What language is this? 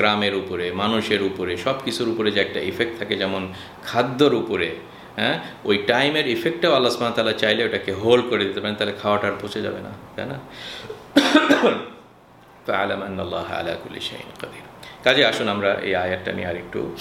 Bangla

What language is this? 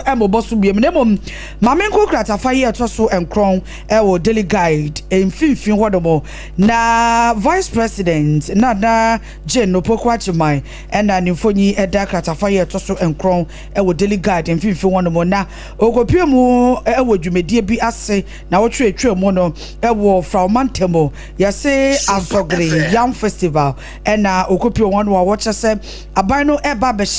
Akan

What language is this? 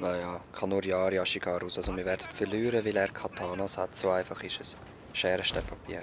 Swiss German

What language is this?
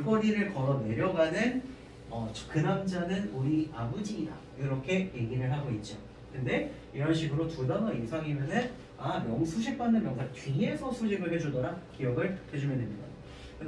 Korean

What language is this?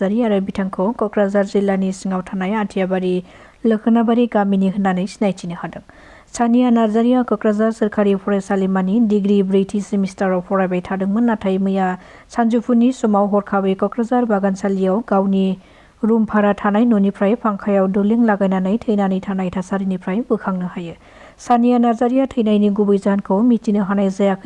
Bodo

